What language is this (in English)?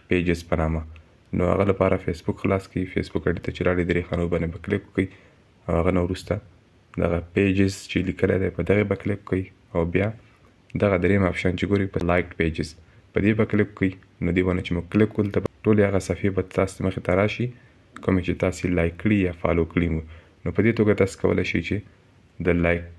Pashto